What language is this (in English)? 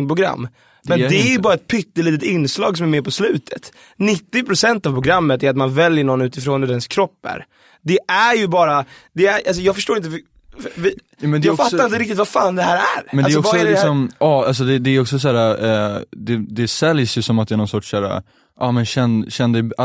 Swedish